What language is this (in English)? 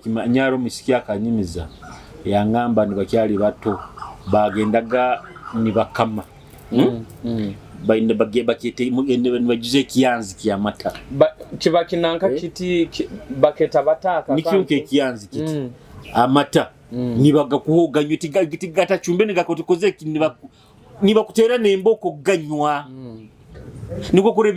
Nyoro